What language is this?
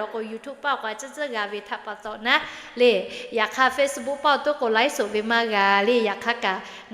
Lahu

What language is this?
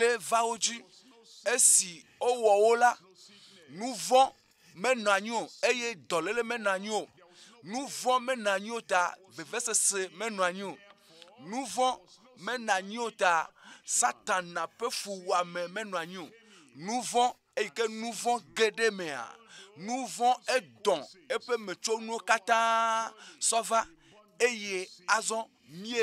Ewe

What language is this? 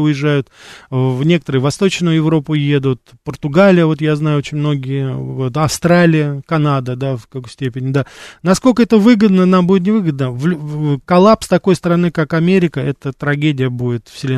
Russian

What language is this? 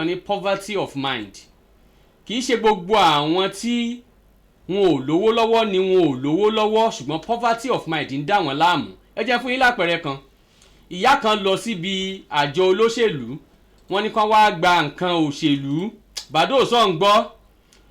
Yoruba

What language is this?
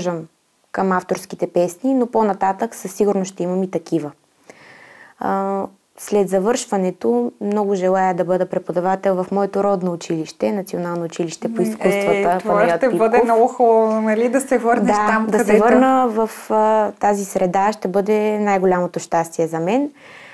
Bulgarian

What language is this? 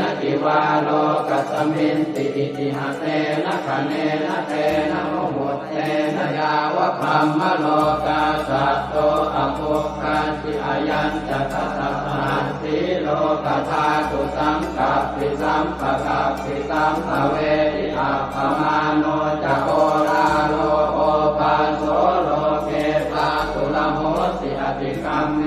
Pali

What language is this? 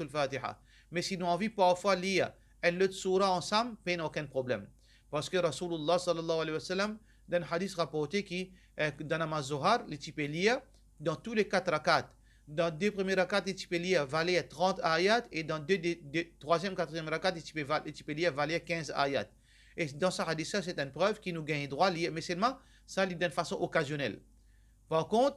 Morisyen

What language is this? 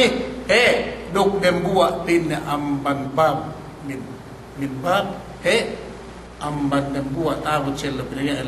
Yakan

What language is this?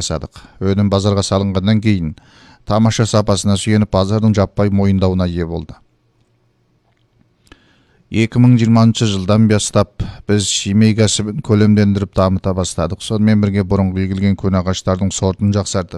Kazakh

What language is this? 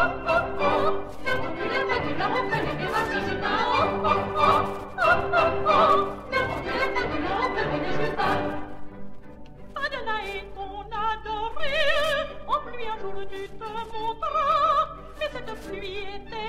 French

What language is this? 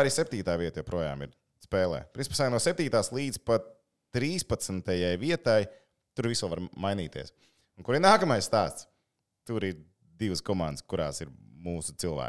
Latvian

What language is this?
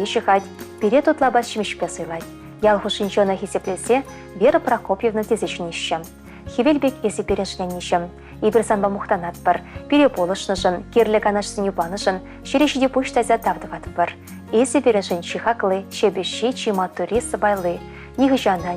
Chuvash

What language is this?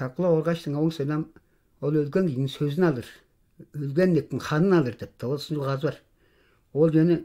Tuvinian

